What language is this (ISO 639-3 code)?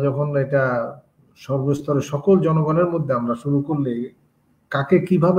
ben